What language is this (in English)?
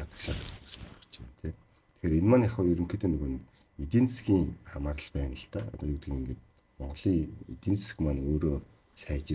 Mongolian